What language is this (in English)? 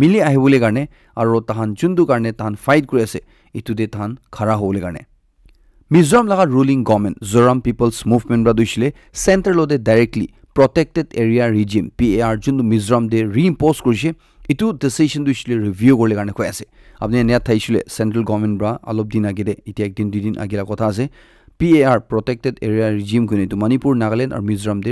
Naga Pidgin